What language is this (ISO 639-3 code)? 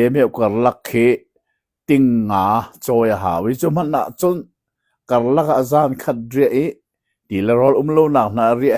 cnh